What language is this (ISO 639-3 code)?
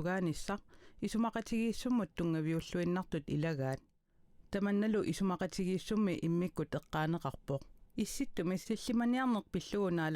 kal